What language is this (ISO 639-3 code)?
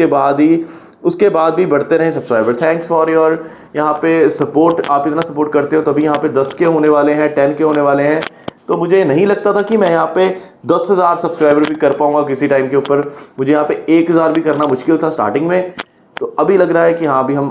hin